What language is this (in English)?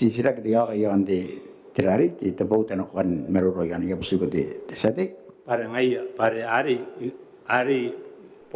Gilbertese